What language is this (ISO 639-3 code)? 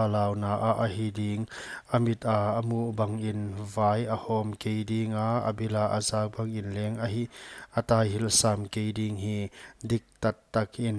pck